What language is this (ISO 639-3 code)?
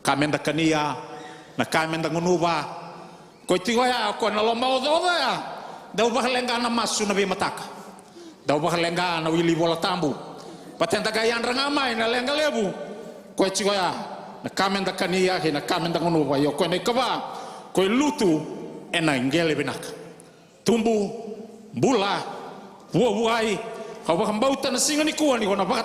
fij